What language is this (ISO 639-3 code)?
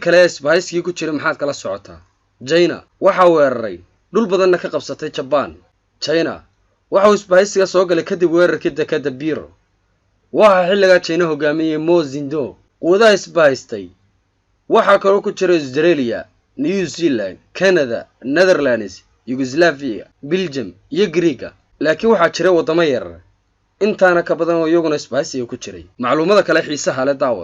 som